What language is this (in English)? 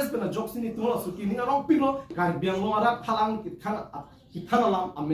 Karbi